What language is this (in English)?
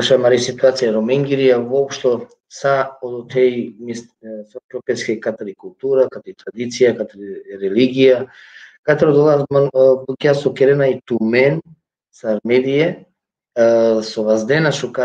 Balkan Romani